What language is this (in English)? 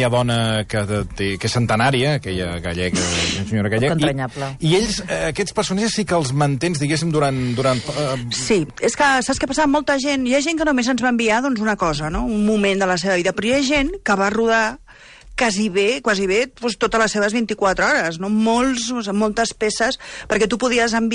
Catalan